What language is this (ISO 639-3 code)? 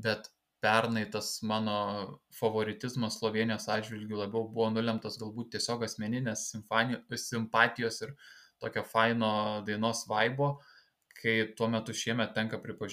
lit